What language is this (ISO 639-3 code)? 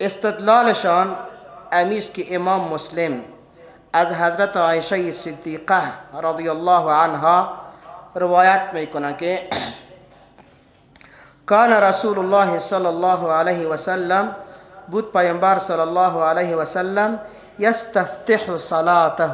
fas